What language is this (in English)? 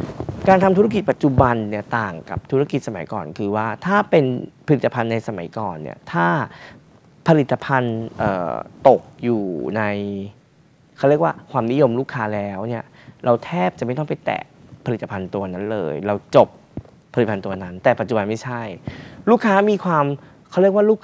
Thai